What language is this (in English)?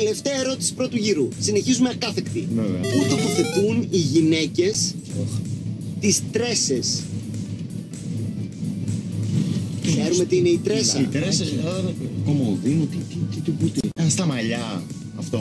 Greek